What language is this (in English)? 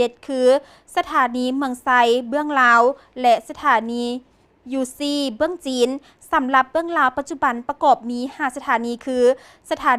Lao